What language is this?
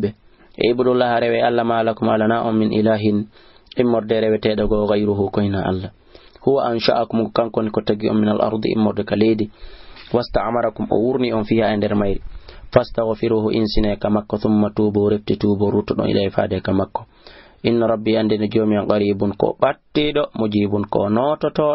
Fula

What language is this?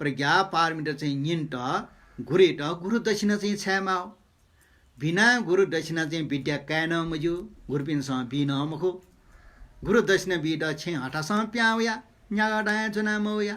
Newari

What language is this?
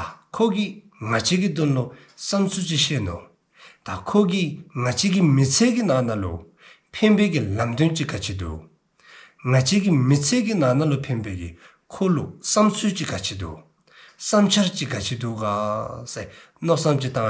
Dzongkha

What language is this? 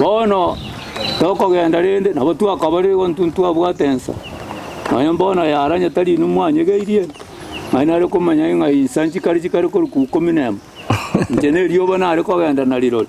Gusii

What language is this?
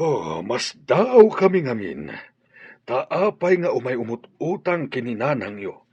Iloko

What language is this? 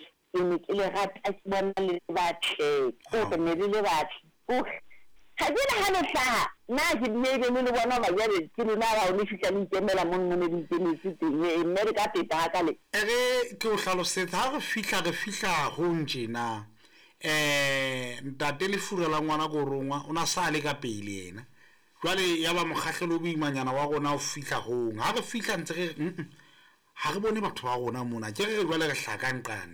Southern Sotho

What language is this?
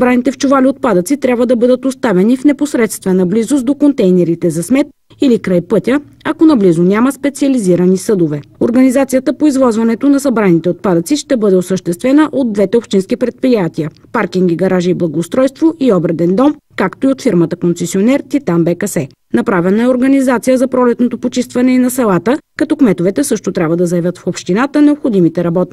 Bulgarian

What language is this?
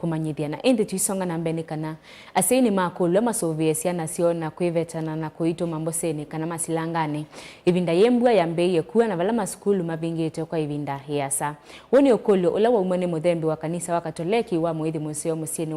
Kamba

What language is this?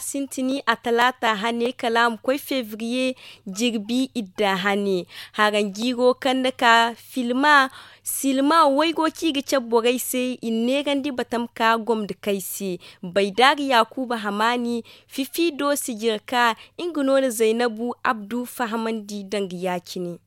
Zarma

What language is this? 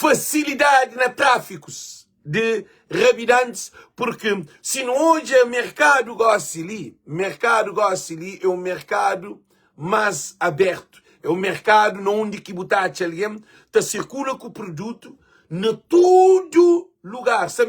Kabuverdianu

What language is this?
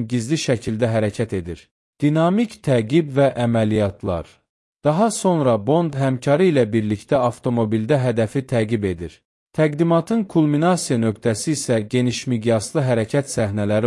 Azerbaijani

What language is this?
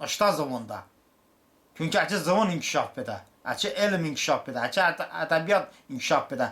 Talysh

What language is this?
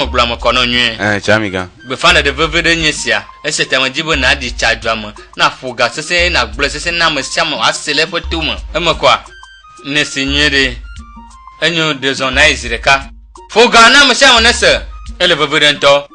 Ewe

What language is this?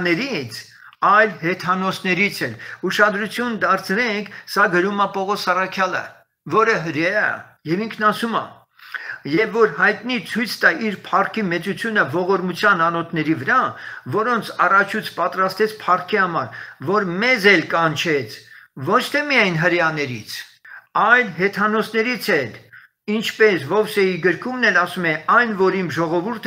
Armenian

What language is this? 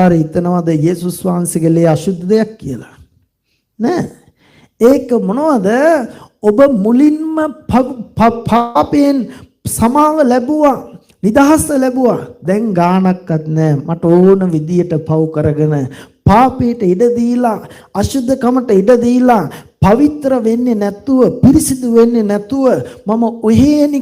Sinhala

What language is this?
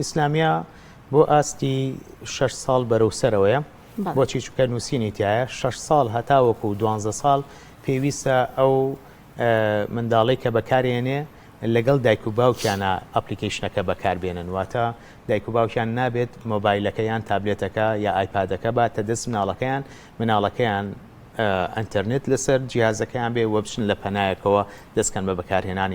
Central Kurdish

